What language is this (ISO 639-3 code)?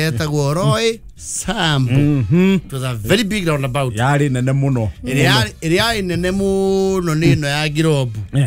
kik